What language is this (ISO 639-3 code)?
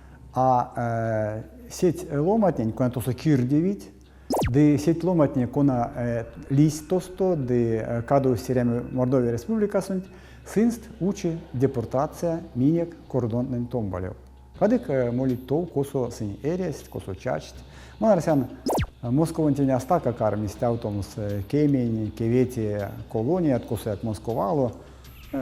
myv